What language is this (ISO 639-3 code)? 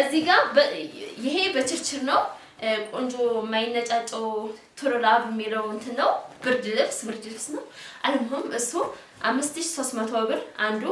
amh